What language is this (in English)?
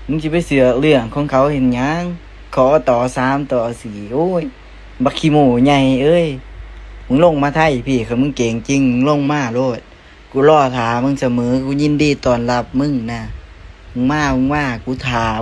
Northeastern Thai